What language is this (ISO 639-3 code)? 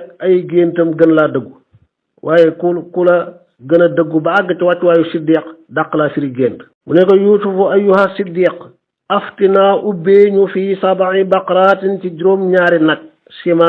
wol